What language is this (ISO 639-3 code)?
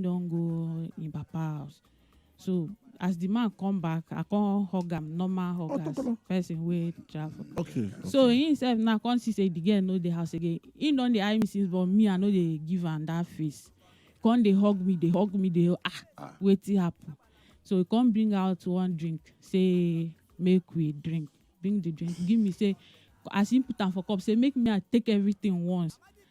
pcm